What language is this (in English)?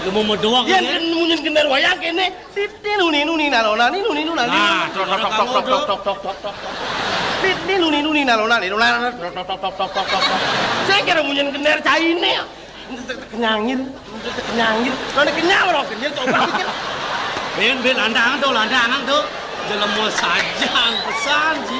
Balinese